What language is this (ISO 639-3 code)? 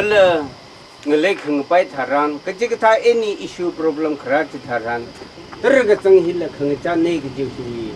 nmf